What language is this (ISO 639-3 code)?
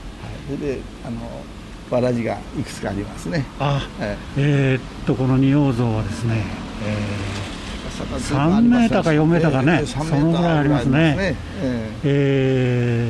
jpn